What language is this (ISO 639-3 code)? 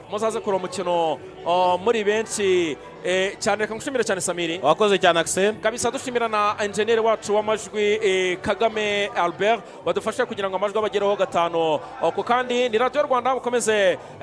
kin